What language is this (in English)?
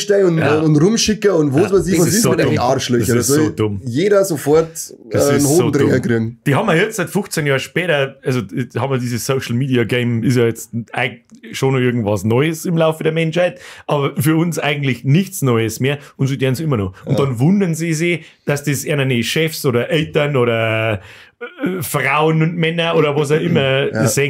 Bavarian